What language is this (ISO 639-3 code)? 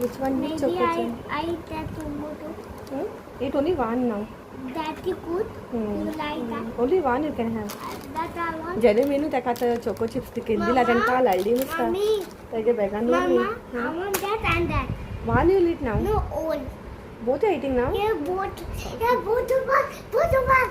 kok